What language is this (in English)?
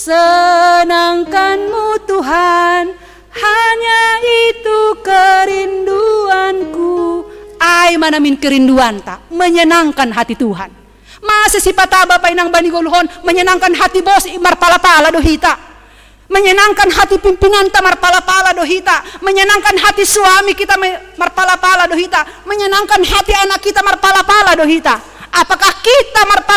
Batak Simalungun